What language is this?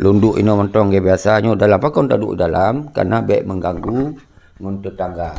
Achinese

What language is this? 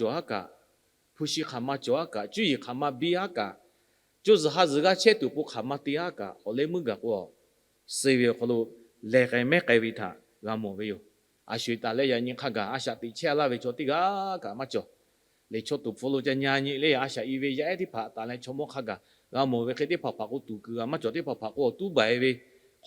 Lahu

